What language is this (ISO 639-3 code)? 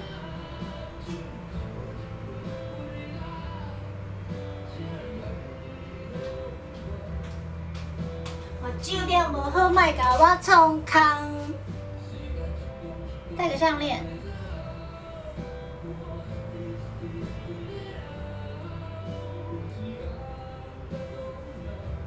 zho